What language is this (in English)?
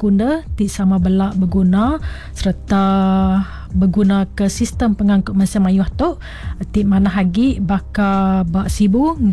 Iban